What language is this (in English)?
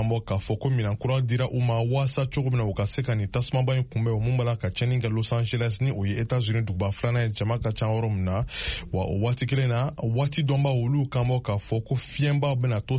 Bambara